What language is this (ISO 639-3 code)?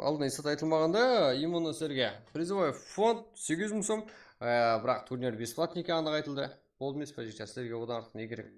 kaa